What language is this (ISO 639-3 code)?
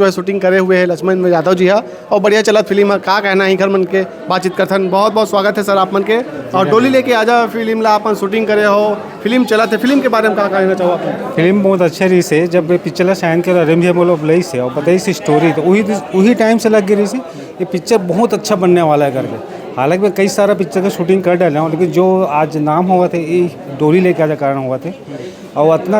hne